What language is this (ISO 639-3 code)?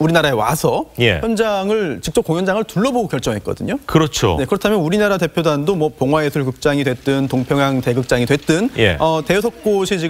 kor